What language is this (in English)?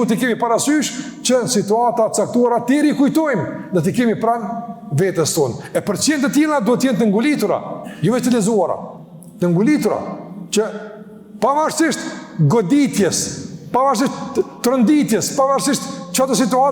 Albanian